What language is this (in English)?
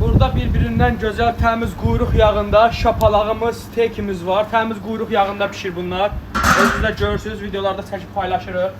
Azerbaijani